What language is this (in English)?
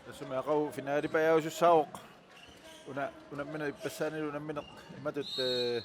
Kalaallisut